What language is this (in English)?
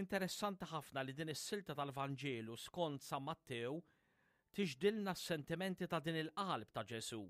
Maltese